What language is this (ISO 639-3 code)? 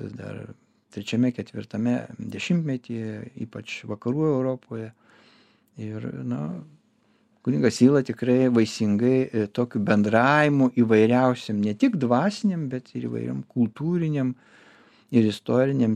lit